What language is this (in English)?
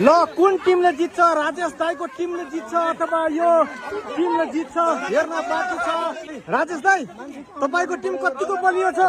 Nepali